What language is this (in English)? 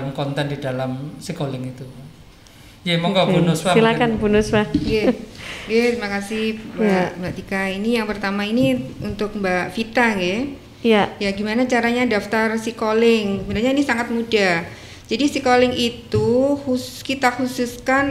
Indonesian